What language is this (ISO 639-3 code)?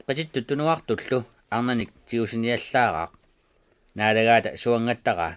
kal